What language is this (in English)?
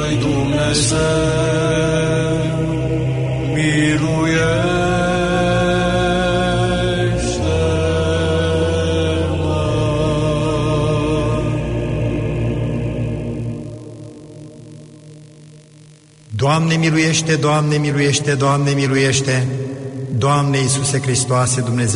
Romanian